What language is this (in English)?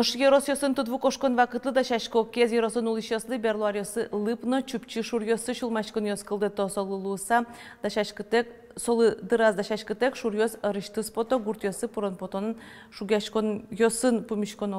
Udmurt